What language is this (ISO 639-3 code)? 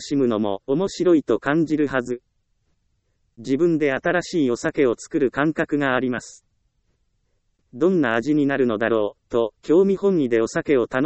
jpn